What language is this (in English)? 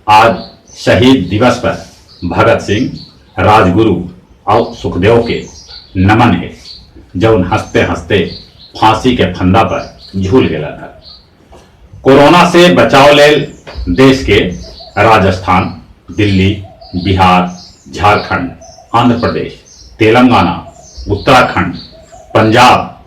Magahi